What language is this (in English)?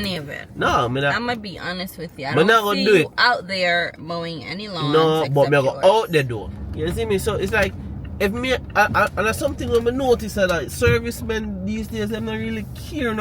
Jamaican Creole English